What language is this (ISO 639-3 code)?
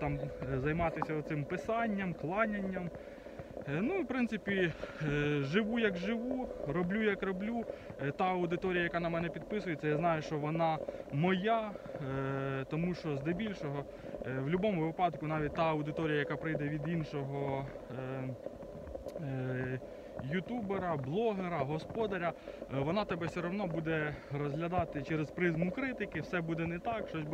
ukr